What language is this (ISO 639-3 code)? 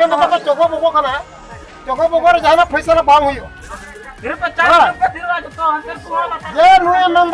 sat